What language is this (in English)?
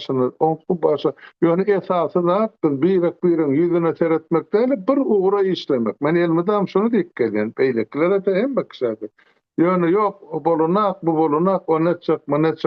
Turkmen